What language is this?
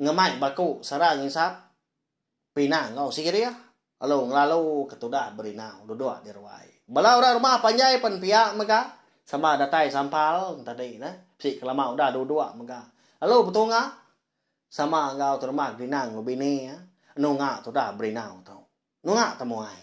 Iban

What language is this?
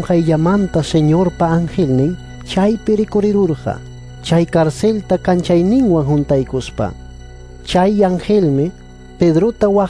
Ayacucho Quechua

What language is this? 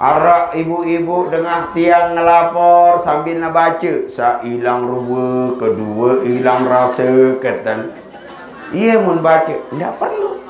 Sasak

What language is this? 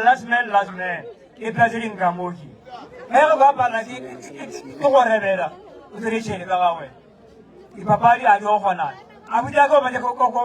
Northern Sotho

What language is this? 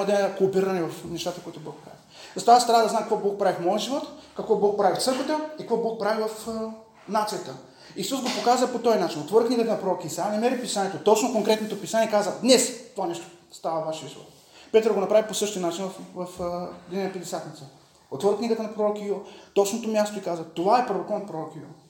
Bulgarian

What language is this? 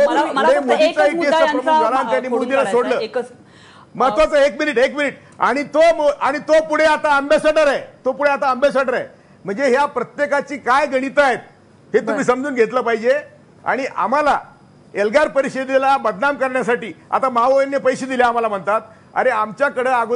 Marathi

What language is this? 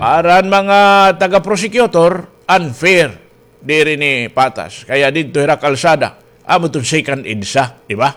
Waray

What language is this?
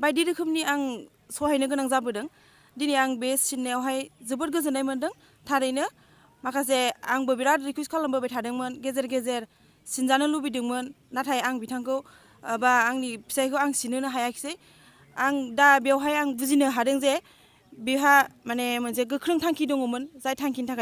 Bodo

